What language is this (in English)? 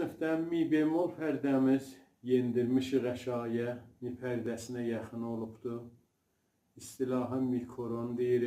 South Azerbaijani